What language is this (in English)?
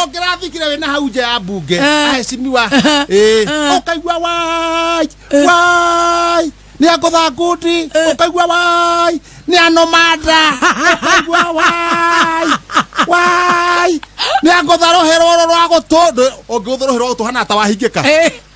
Kikuyu